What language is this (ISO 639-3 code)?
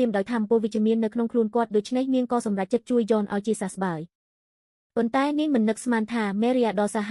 khm